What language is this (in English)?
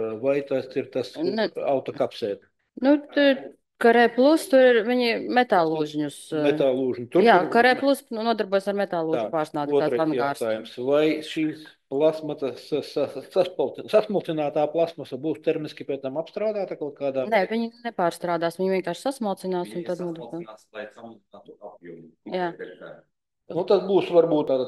Latvian